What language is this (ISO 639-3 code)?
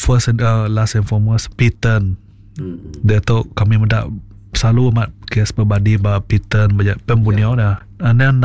iba